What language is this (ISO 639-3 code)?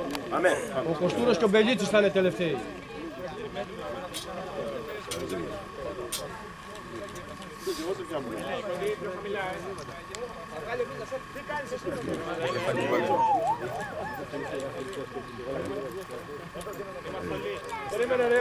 ell